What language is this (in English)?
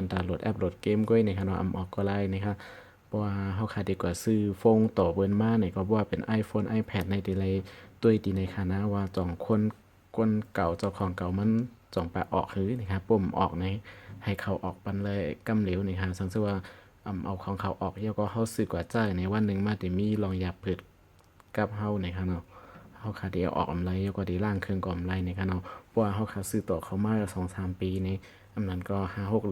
Shan